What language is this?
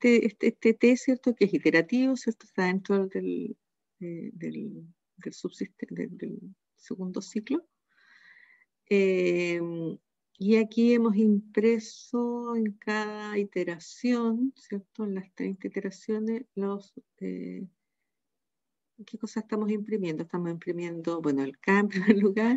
Spanish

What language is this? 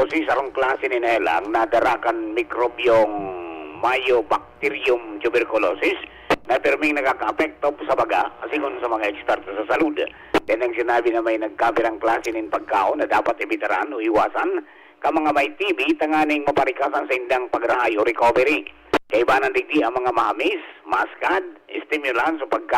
Bikol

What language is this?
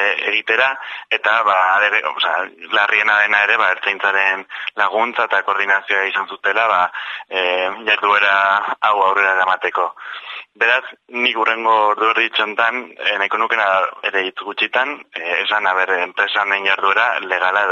Basque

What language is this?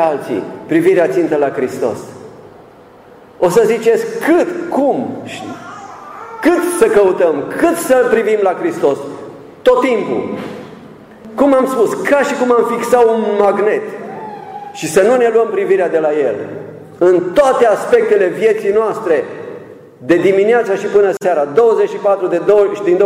Romanian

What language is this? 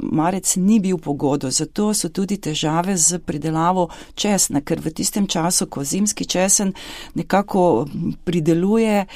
Slovenian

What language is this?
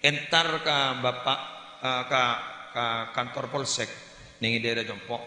Madurese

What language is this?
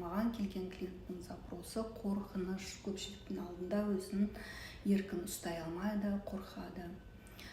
Kazakh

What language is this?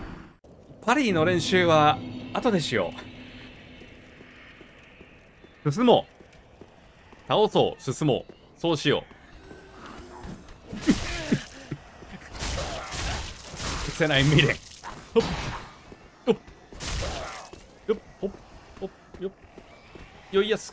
Japanese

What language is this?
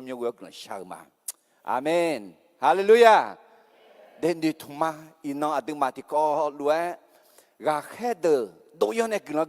Akha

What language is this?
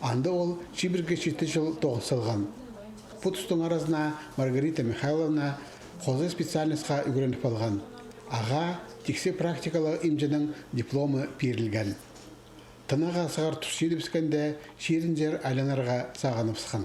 Khakas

